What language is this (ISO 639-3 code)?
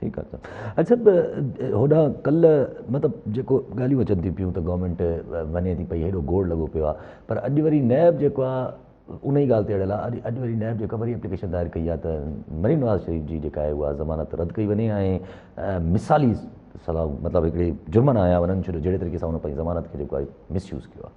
snd